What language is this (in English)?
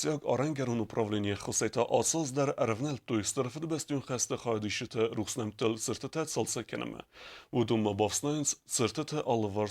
Ossetic